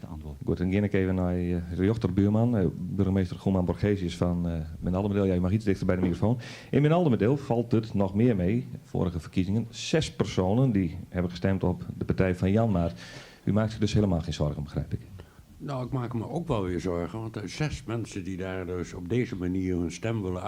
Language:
Western Frisian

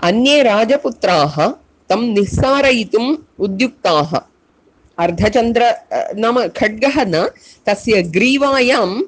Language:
Sanskrit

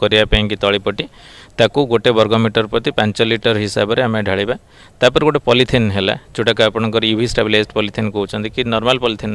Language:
Odia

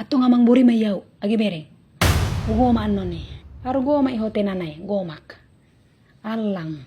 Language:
Batak Toba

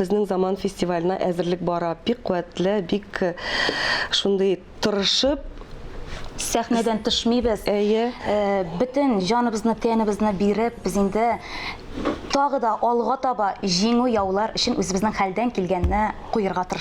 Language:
Tatar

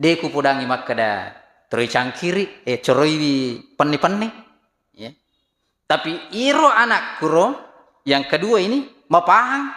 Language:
Buginese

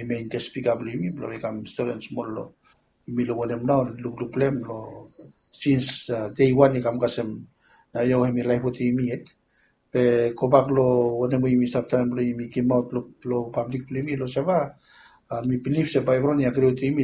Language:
Bislama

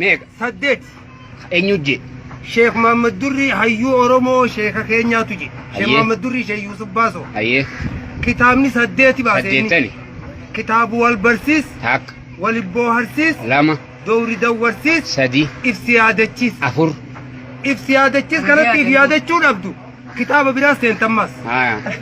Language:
Oromo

